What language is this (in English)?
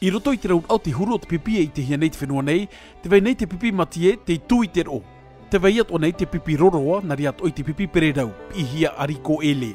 Tahitian